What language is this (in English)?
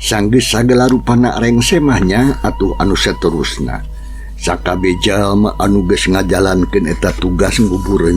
Sundanese